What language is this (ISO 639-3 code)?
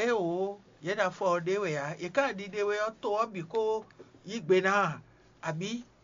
fon